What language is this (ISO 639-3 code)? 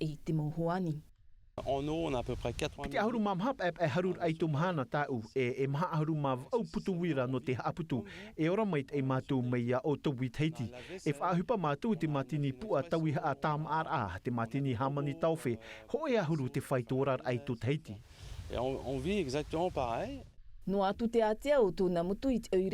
tah